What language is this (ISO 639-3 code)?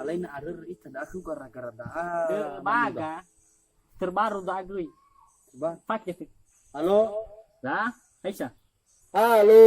nia